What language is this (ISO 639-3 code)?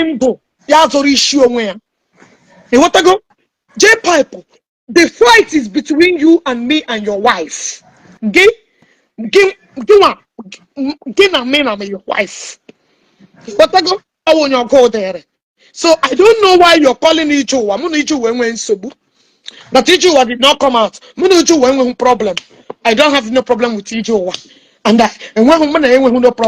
ibo